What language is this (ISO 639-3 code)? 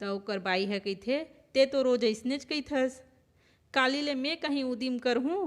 hne